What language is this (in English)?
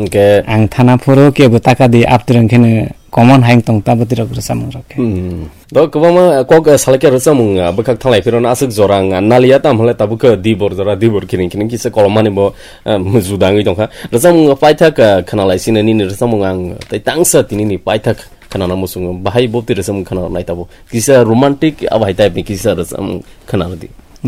Kok Borok